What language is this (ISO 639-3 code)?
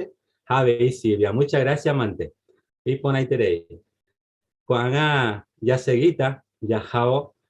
grn